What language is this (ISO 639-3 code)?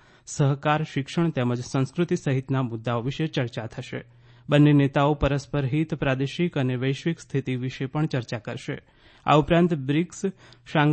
guj